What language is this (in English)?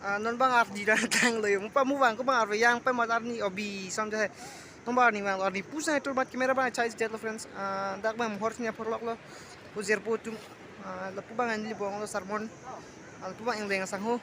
Karbi